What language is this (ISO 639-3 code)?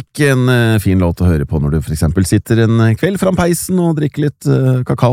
nor